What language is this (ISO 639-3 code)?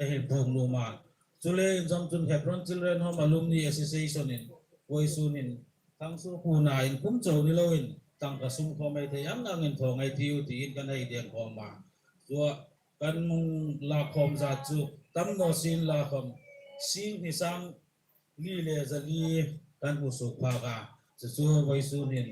hmr